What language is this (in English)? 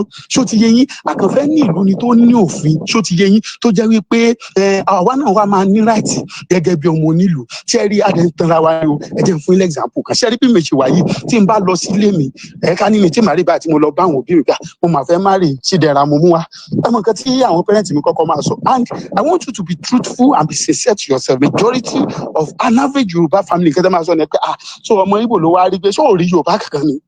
Yoruba